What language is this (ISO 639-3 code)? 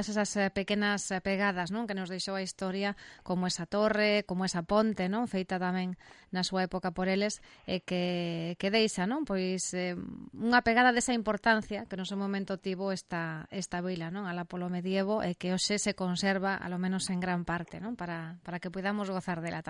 glg